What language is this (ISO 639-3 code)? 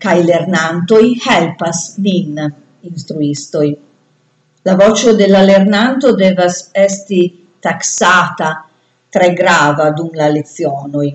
epo